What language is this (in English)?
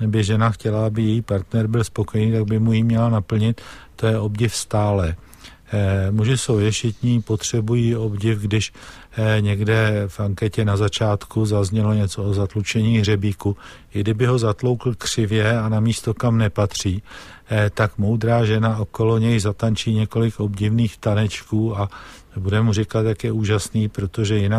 Czech